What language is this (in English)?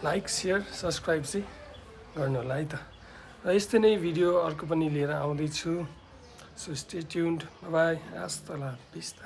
Nepali